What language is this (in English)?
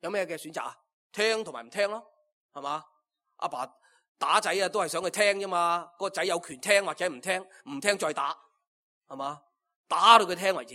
Cantonese